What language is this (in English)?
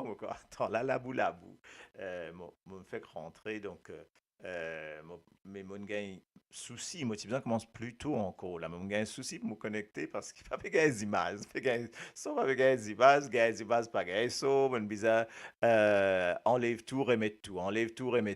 Morisyen